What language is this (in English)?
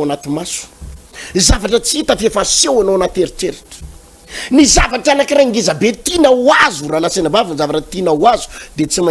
Malagasy